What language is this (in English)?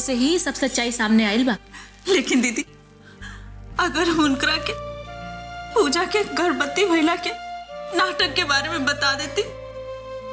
Bhojpuri